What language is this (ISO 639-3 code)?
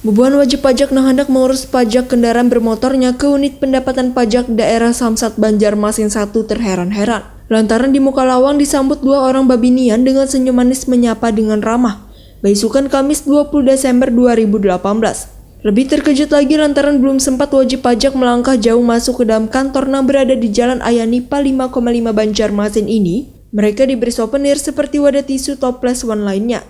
bjn